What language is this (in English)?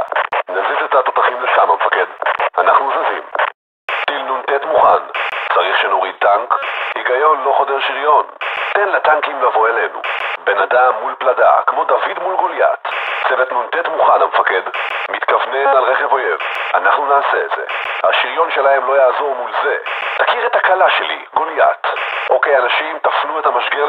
Hebrew